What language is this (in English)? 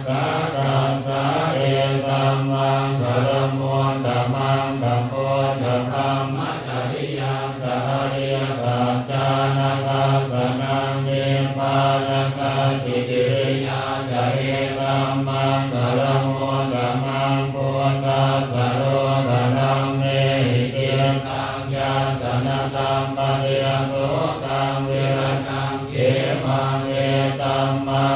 Pali